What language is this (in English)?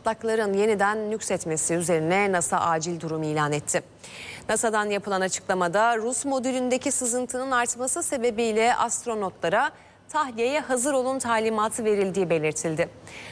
Turkish